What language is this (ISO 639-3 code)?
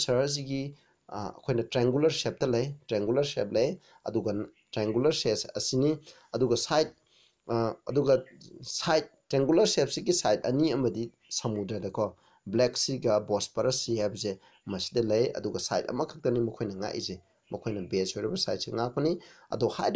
mni